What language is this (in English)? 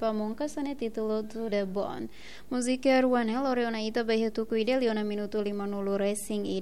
Tetum